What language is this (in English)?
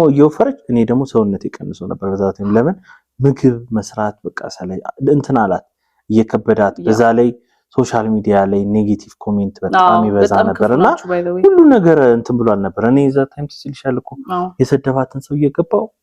Amharic